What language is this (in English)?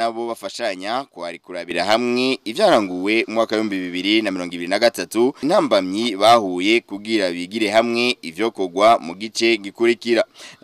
Rundi